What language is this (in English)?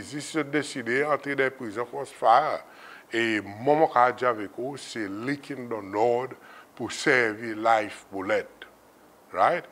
Seselwa Creole French